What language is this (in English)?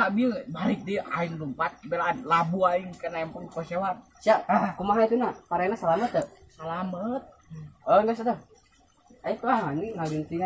Sundanese